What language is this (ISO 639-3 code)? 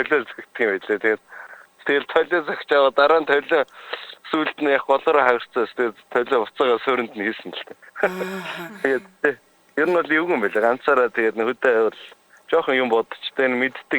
mon